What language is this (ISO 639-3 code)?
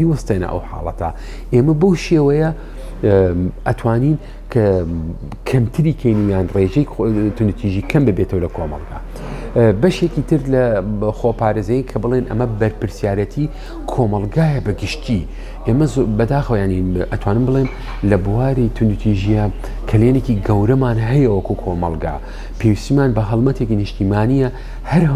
ckb